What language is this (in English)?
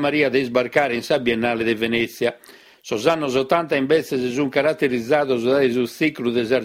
Sardinian